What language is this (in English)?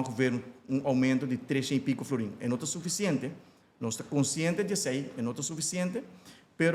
Papiamento